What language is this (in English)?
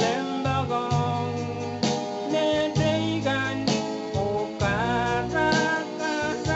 Pohnpeian